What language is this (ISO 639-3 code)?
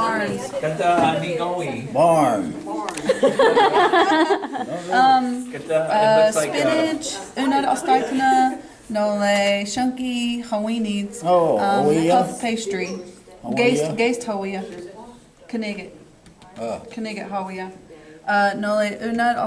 chr